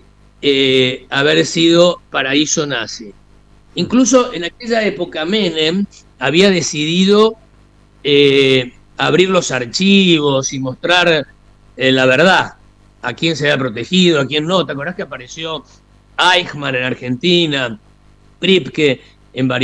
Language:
Spanish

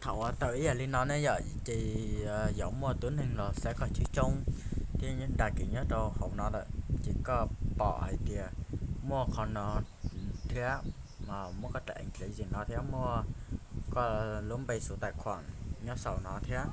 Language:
Hmong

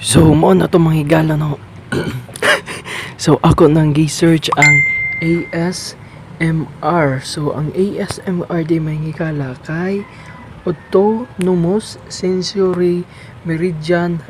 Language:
Cebuano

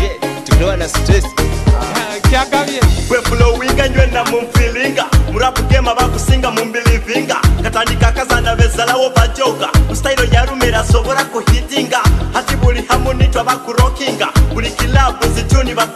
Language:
Nyoro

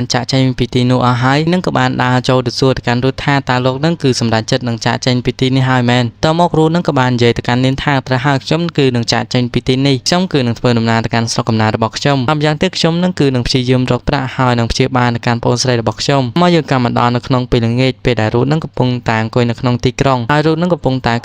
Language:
Khmer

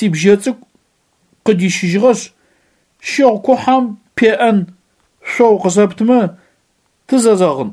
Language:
Adyghe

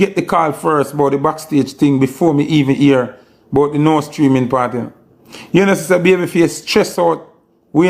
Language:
Jamaican Creole English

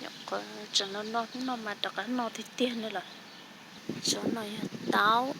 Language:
Hmong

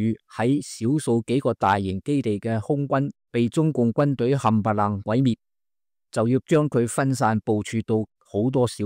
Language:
Cantonese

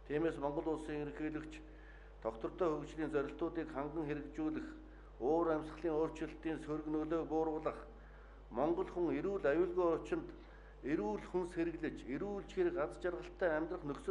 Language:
Mongolian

